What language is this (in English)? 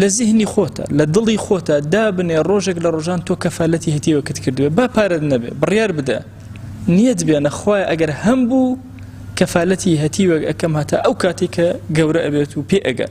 Central Kurdish